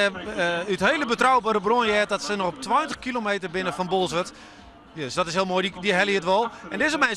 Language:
Western Frisian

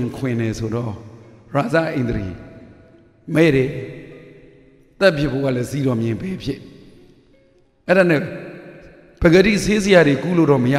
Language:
Burmese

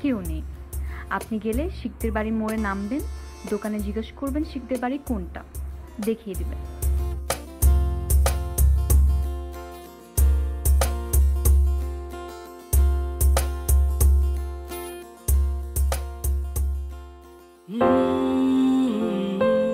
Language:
Bangla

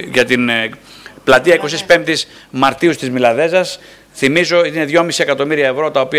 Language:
Greek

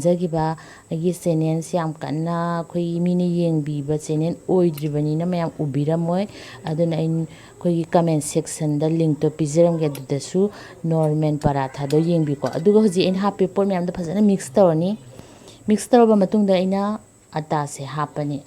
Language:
Manipuri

